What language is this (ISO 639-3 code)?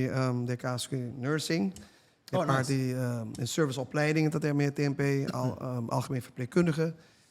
pap